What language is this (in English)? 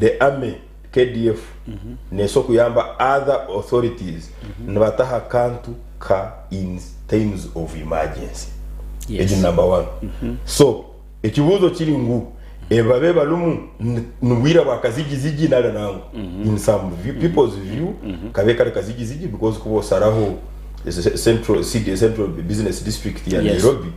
Nyankole